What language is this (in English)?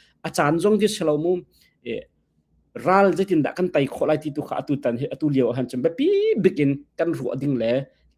Hakha Chin